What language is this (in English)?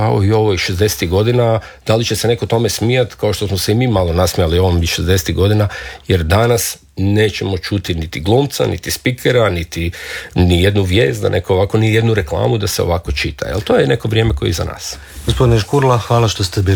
Croatian